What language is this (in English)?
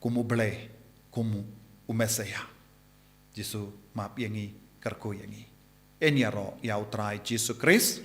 Khasi